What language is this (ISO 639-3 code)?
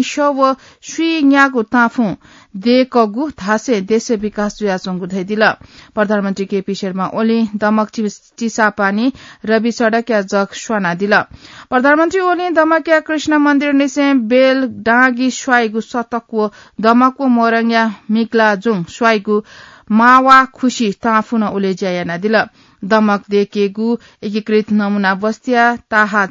new